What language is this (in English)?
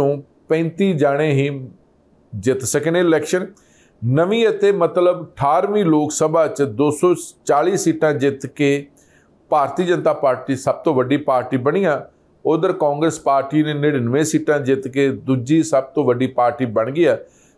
Punjabi